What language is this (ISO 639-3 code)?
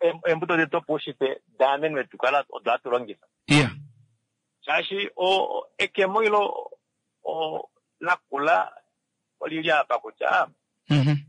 kua